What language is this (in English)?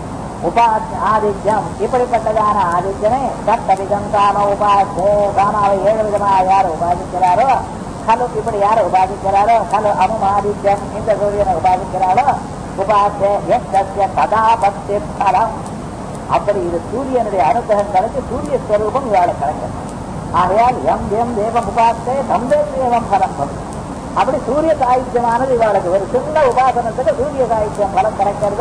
Tamil